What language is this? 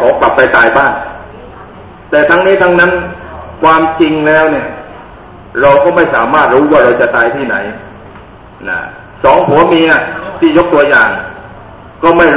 Thai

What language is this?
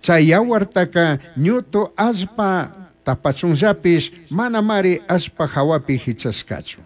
Chimborazo Highland Quichua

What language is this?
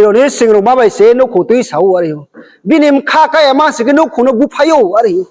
Riang (India)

